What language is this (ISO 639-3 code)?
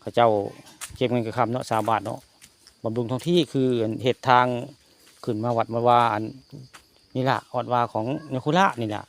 tts